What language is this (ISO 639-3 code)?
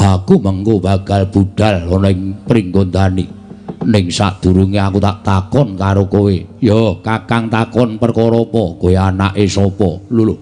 jav